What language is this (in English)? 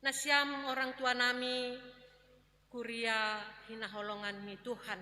Batak Simalungun